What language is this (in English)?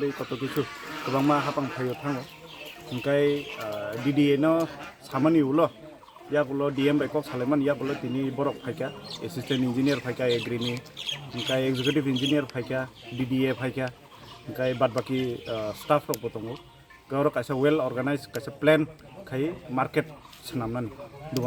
Kok Borok